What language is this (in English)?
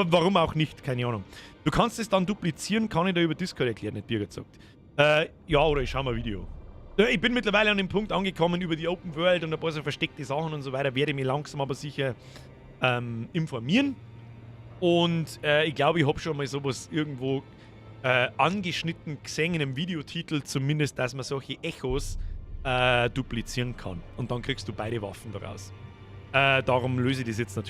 Bavarian